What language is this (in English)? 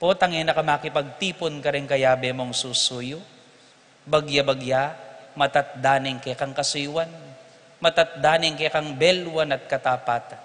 Pampanga